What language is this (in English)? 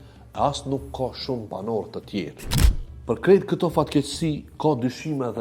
Albanian